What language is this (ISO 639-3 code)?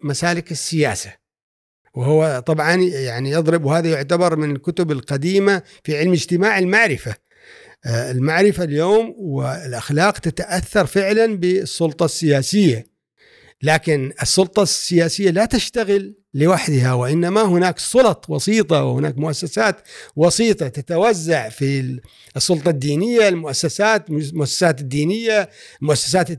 afb